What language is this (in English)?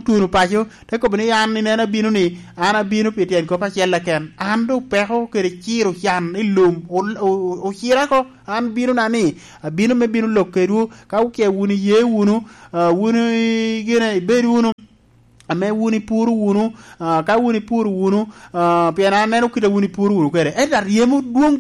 Lango (Uganda)